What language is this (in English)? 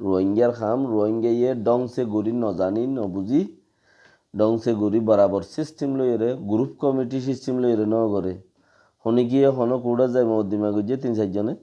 Rohingya